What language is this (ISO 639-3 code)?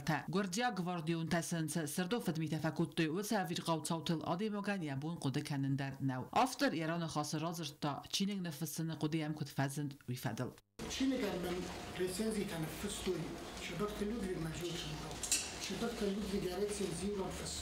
oss